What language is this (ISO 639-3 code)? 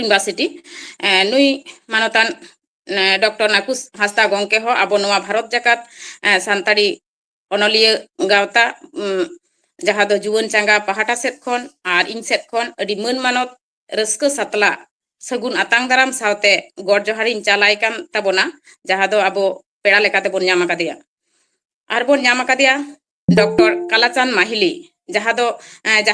sat